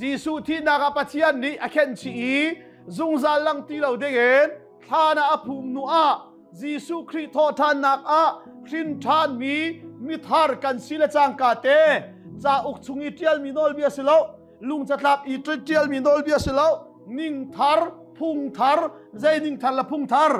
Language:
Hakha Chin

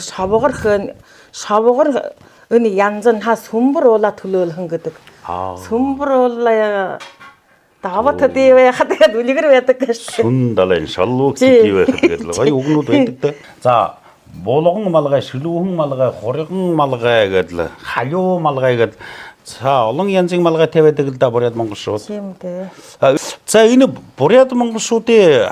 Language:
Mongolian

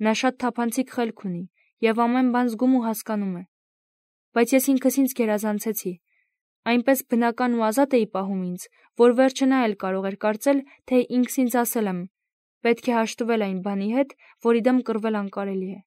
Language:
Armenian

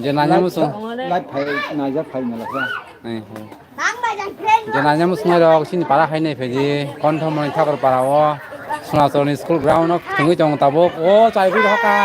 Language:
Kok Borok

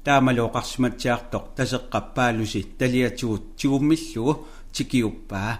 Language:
Kalaallisut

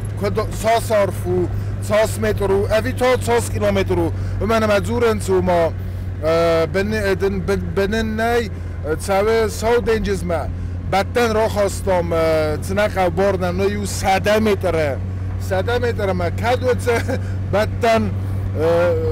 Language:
Ossetic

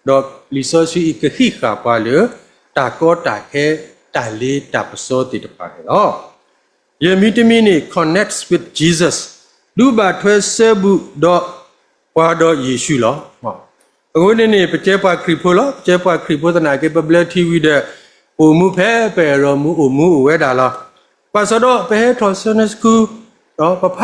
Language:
S'gaw Karen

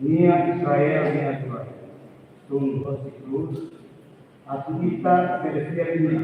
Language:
Tetum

